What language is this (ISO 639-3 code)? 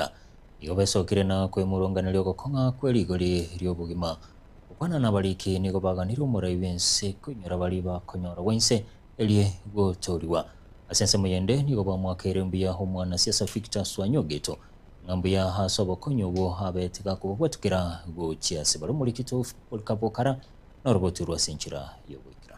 guz